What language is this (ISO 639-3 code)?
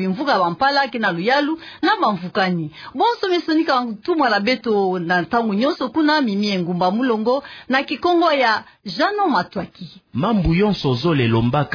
ktu